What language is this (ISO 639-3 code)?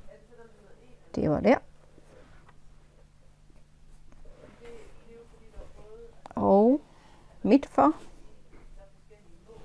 dan